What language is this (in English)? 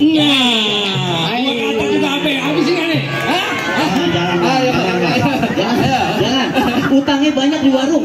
Betawi